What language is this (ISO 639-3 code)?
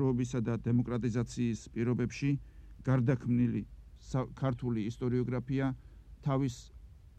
kat